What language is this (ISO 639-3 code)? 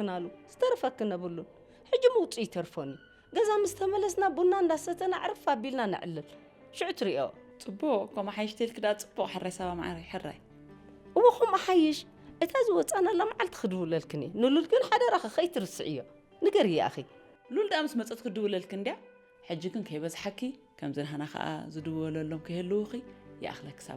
tir